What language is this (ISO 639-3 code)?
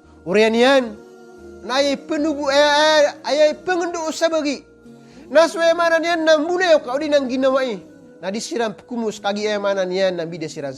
mrw